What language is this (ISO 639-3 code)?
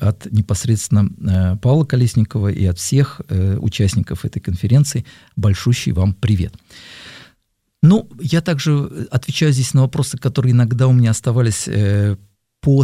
rus